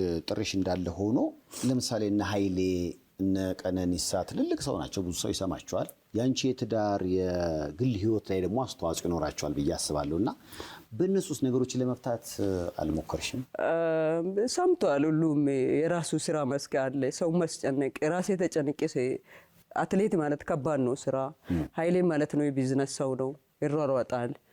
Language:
Amharic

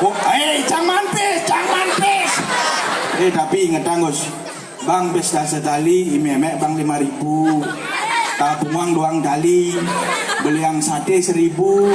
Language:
Balinese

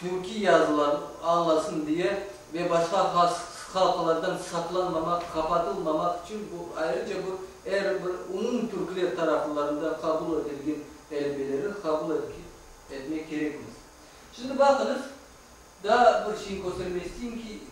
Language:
Crimean Tatar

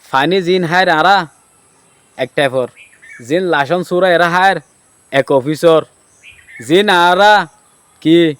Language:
Rohingya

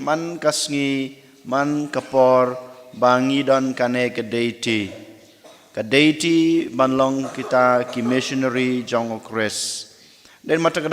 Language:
Khasi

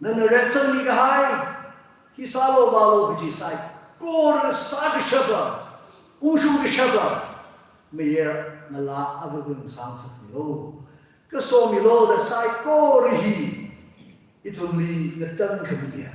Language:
Tangkhul Naga (India)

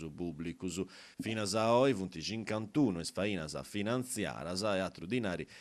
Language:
Sardinian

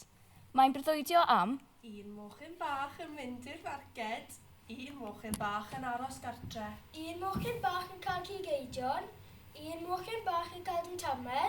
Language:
Welsh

